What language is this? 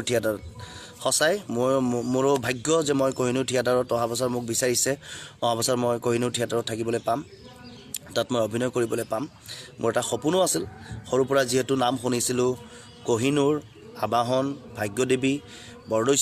Assamese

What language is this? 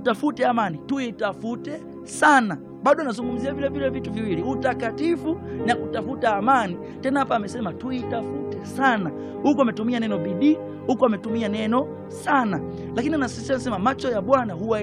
Swahili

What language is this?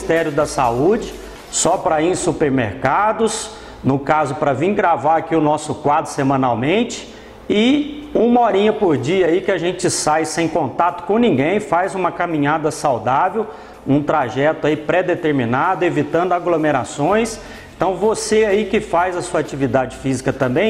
Portuguese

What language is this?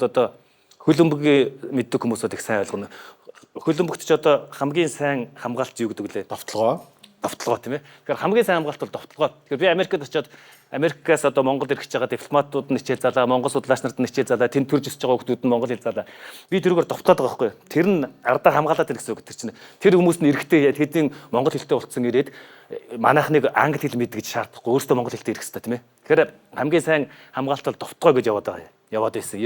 Mongolian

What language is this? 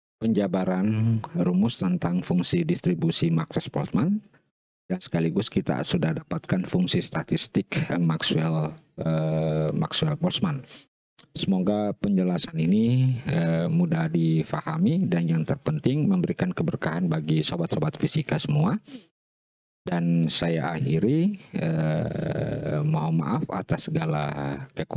Indonesian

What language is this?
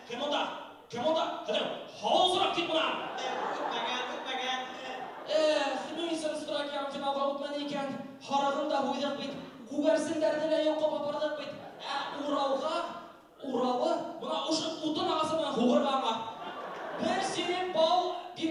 Bashkir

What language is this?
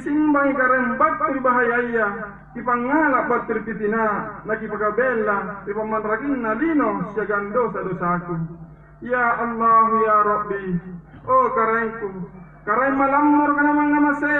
Makasar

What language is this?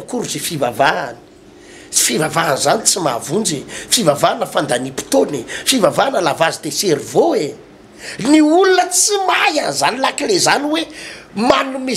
Malagasy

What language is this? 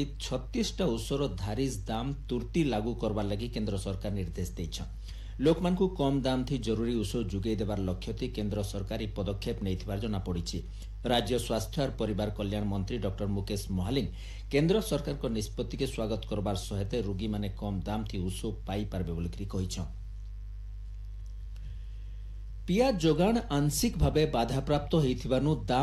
Odia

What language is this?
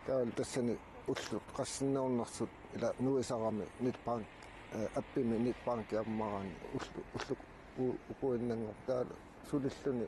Kalaallisut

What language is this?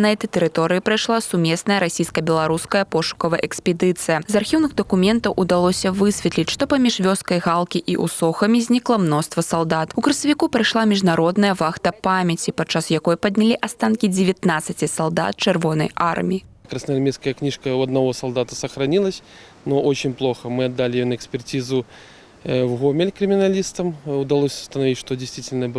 Belarusian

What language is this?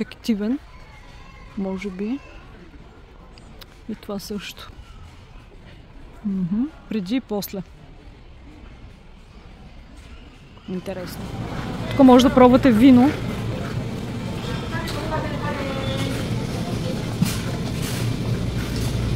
Bulgarian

